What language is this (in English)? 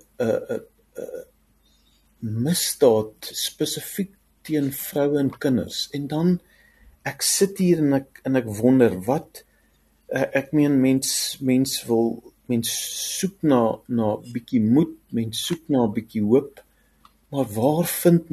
Afrikaans